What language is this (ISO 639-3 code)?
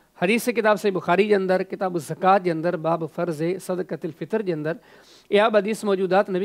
snd